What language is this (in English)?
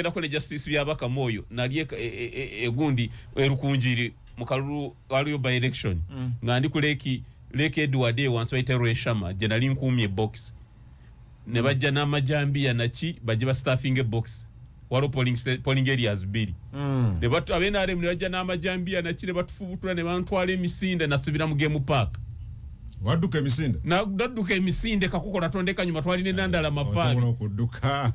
Ganda